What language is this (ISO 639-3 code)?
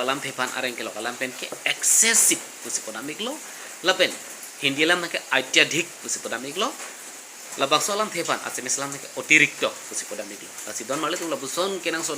mjw